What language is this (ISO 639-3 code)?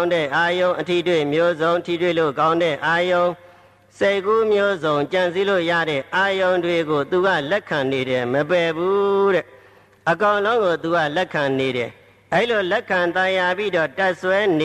mya